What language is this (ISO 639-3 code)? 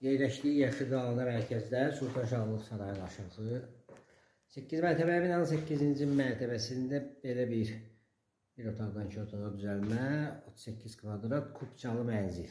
aze